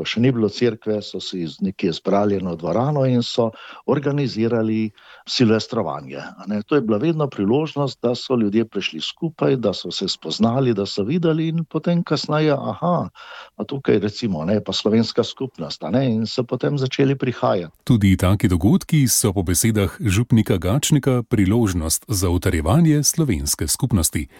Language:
Slovenian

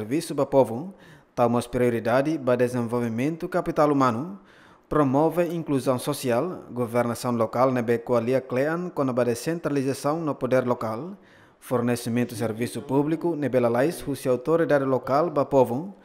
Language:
Tetum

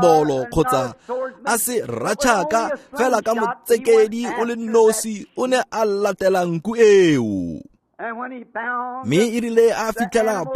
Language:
Tswana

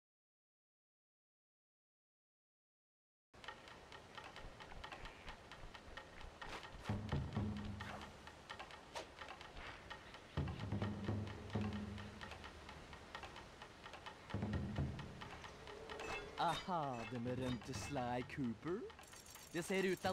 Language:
Norwegian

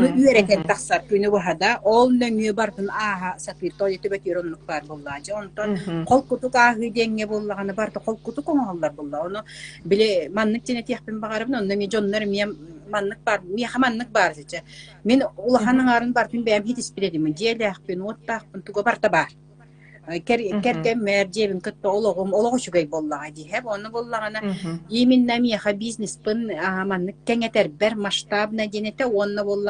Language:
Yakut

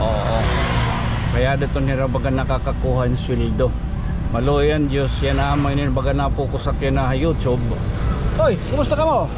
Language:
Waray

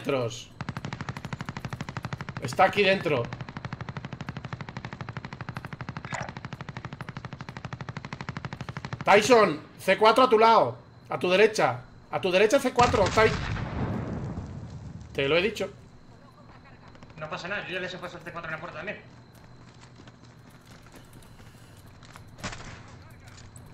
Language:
Spanish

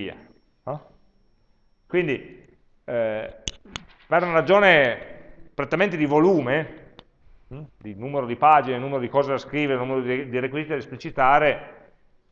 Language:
Italian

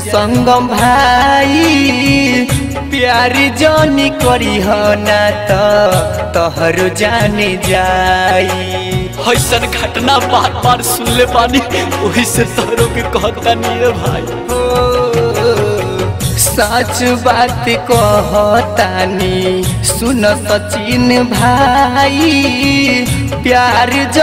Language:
Bhojpuri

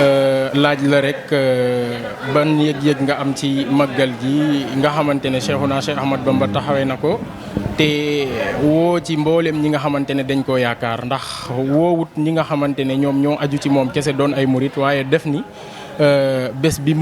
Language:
Wolof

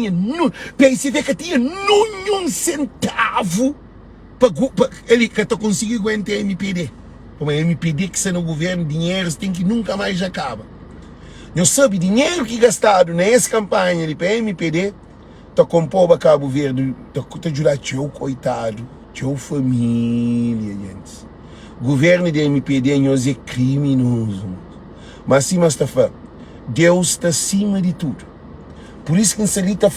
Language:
Kabuverdianu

